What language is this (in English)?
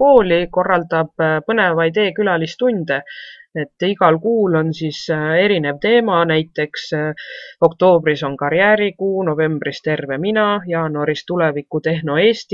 Estonian